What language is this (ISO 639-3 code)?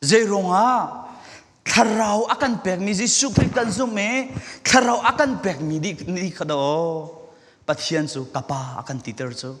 cfm